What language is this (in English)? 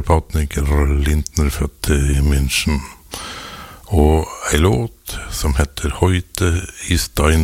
Norwegian